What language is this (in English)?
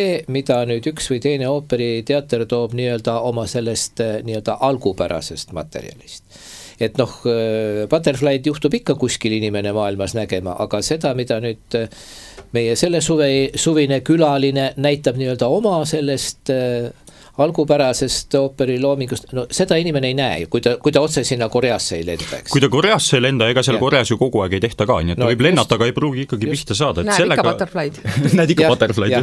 Estonian